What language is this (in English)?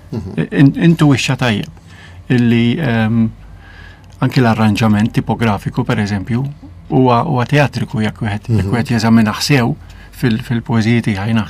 Maltese